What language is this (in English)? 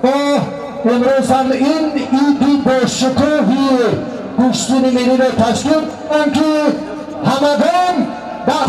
Tajik